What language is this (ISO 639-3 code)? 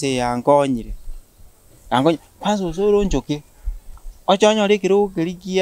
guz